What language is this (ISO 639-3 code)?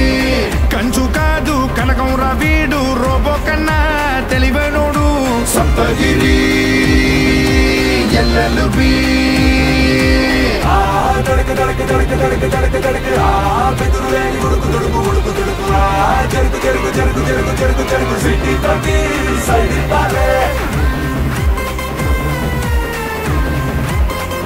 tel